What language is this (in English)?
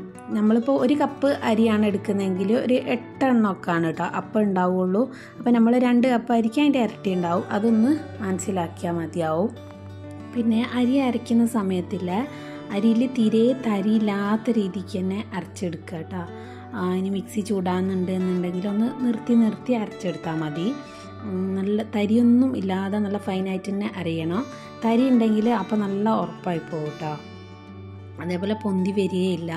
Malayalam